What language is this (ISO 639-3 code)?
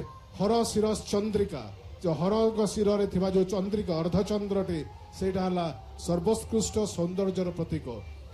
ori